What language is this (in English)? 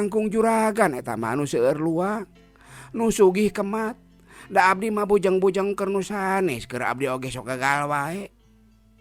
Sundanese